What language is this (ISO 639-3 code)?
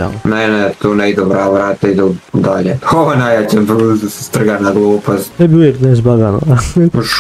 hrv